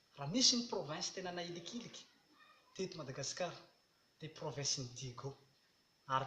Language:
Malagasy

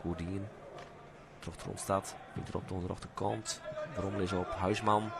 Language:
Western Frisian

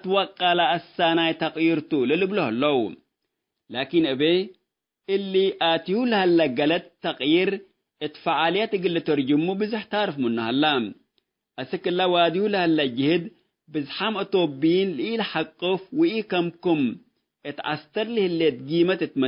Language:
Tigre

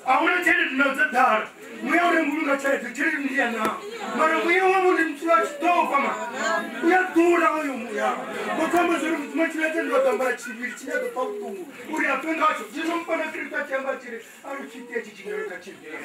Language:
Venda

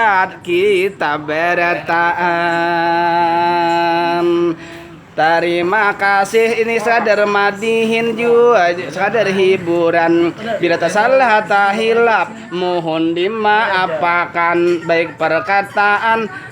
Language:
Banjar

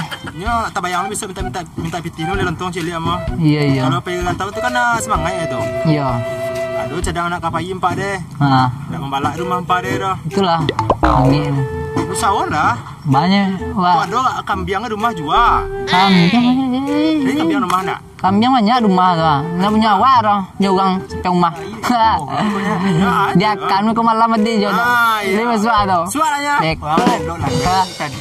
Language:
Minangkabau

